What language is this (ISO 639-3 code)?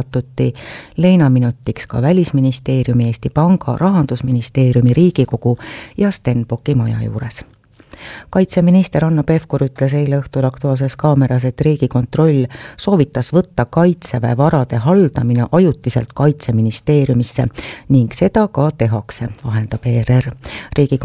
est